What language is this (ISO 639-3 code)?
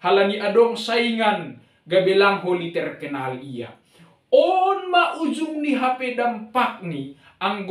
bts